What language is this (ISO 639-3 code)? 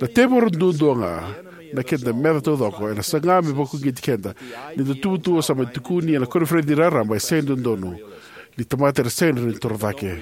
fij